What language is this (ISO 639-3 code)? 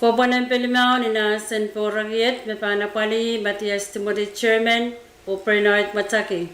pon